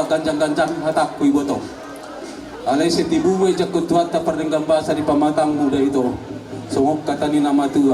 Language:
Batak Toba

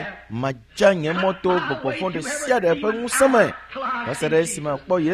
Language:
Ewe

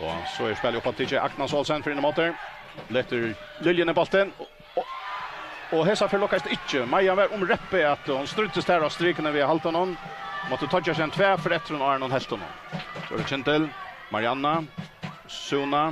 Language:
Faroese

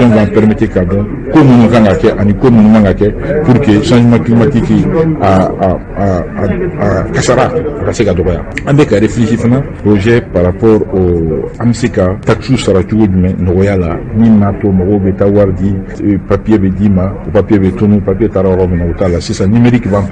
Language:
Bambara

